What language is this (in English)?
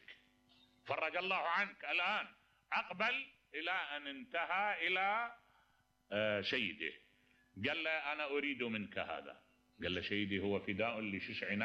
Mesopotamian Arabic